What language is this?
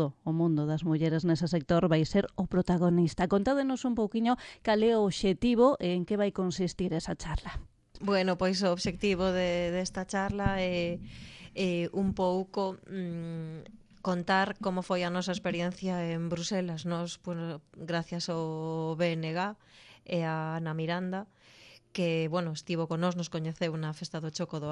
Galician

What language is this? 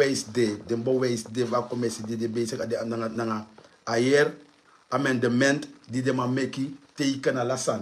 Sranan Tongo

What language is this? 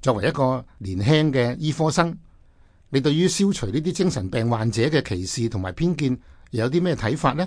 Cantonese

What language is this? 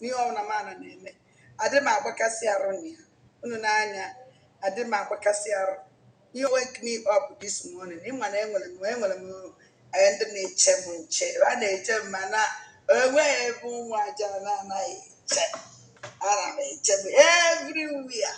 Igbo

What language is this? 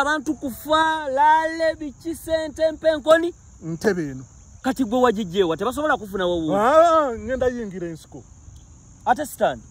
Ganda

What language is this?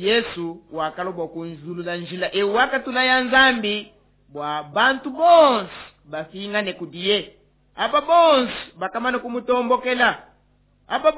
Luba-Lulua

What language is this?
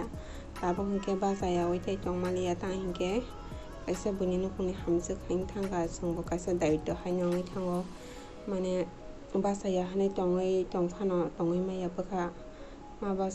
Kok Borok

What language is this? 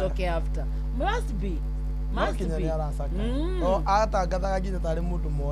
Kikuyu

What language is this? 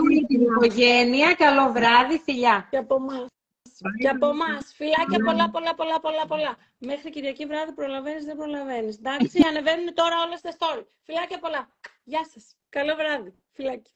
Greek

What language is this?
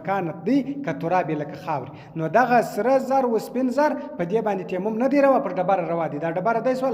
Pashto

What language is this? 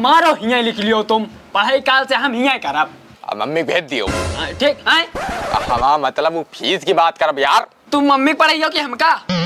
Awadhi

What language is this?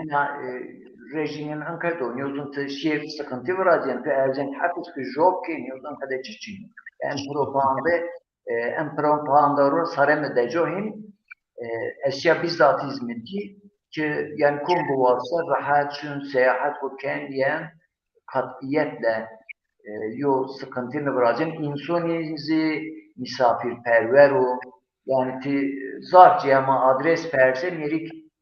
Zaza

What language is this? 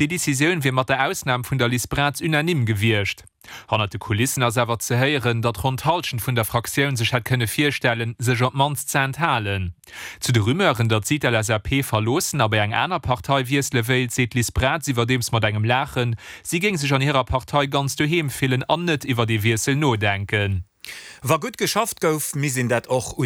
Luxembourgish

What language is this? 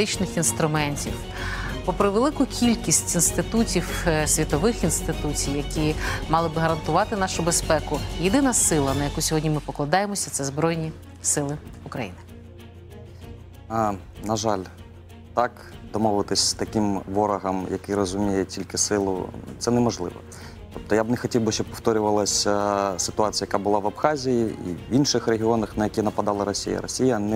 Ukrainian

